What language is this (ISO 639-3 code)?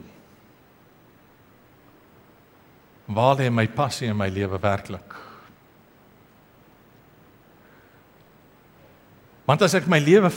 afr